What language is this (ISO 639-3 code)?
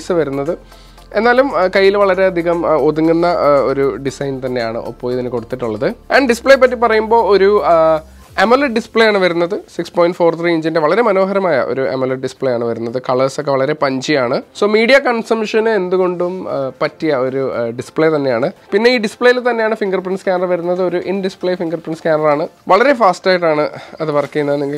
mal